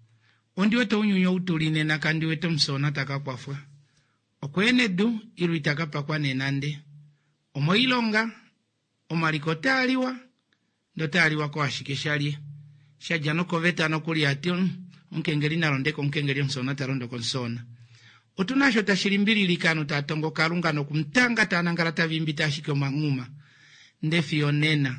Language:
Kuanyama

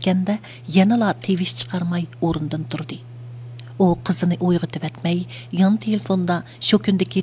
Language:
Uyghur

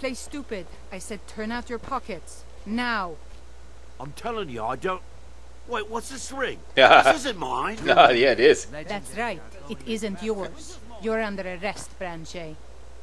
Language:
English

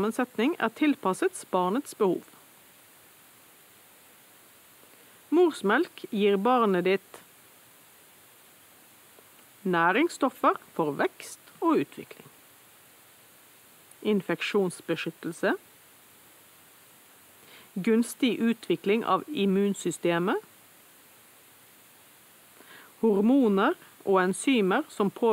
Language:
Norwegian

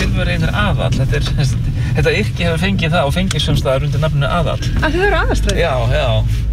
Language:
Icelandic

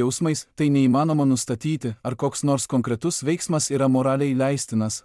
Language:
Lithuanian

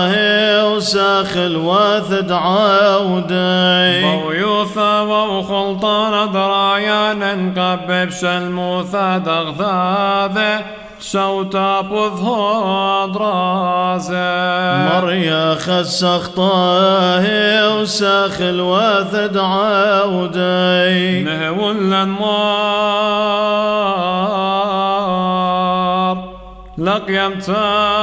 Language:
Classical Syriac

